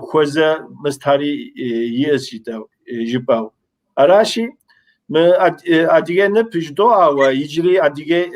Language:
Kabardian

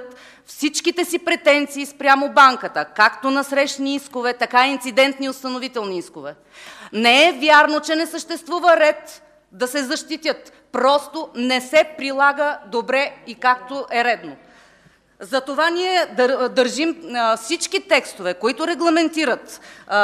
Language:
Bulgarian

